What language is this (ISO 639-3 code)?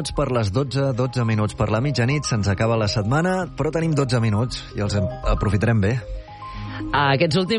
cat